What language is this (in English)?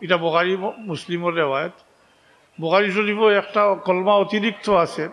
Sylheti